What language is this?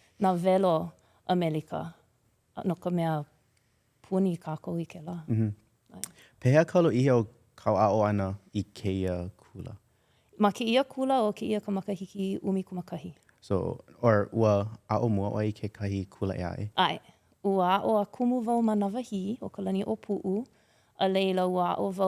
Hawaiian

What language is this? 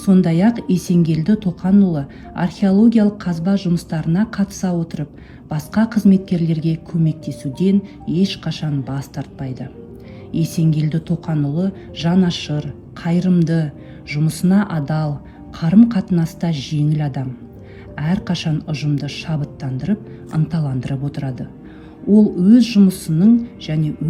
Kazakh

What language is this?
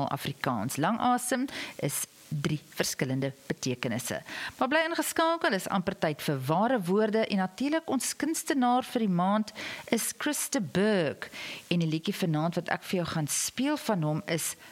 Afrikaans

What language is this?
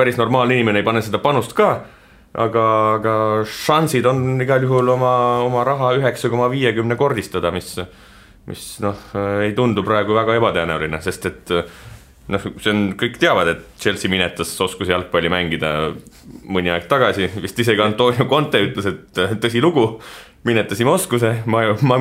Estonian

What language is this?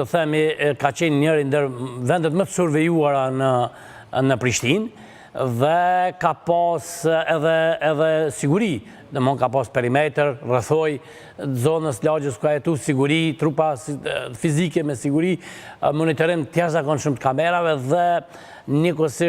Albanian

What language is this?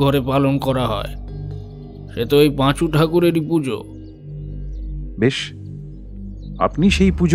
Bangla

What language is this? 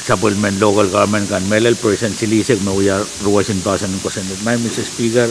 Pohnpeian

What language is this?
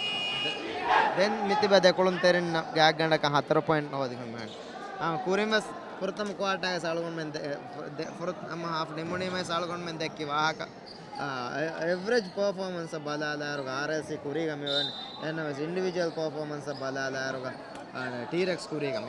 Divehi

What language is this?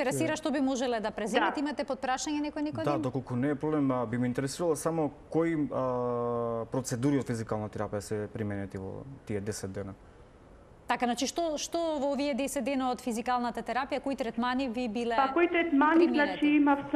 Macedonian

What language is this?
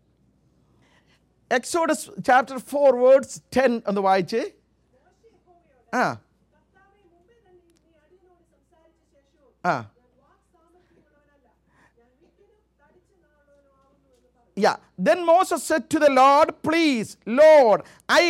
Malayalam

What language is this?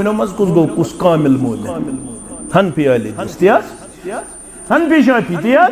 Kashmiri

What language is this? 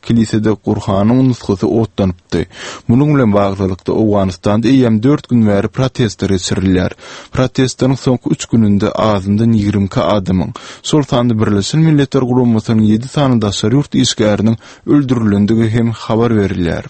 Turkmen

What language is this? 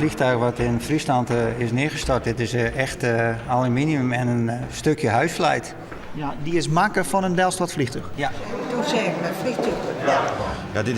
Western Frisian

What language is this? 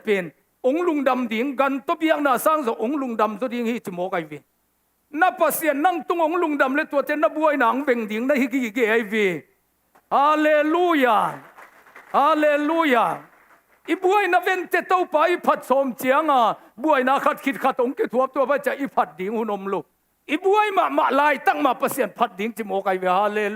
Tedim Chin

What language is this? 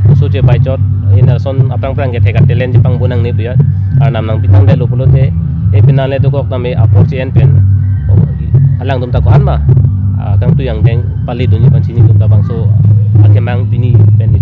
Karbi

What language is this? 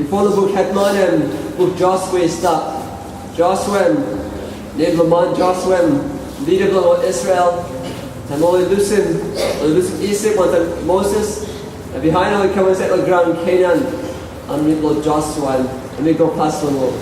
Tok Pisin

